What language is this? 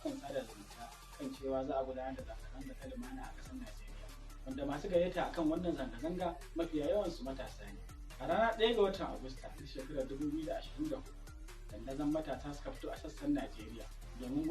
Hausa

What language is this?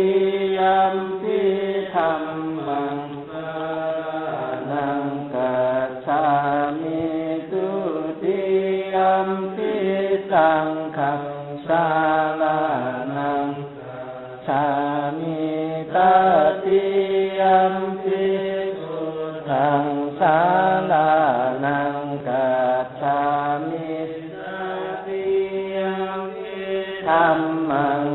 Pali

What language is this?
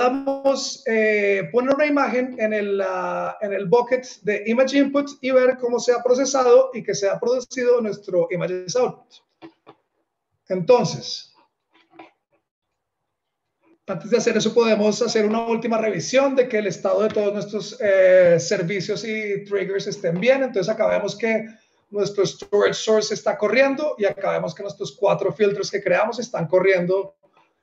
Spanish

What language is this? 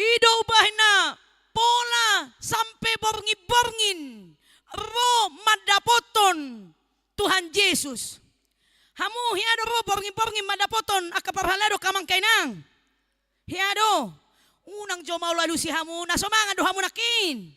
Batak Toba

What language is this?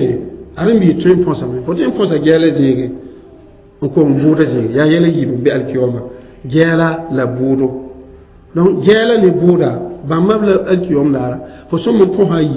Mossi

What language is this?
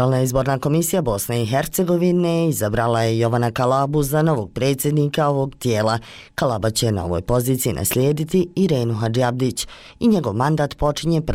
Bosnian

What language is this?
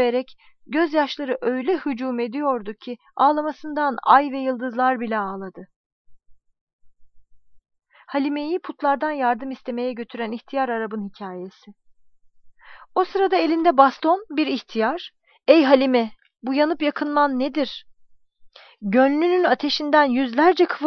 Turkish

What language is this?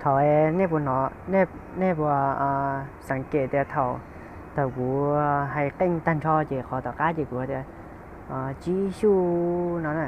Hmong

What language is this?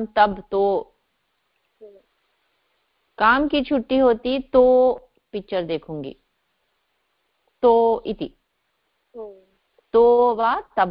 Hindi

